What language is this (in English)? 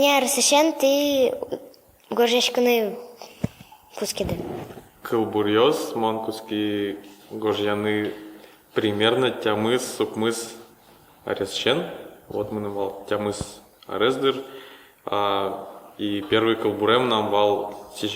Udmurt